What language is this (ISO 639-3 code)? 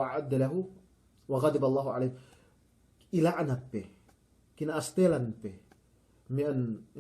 yka